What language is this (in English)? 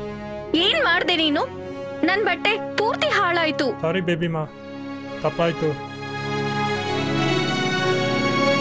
Kannada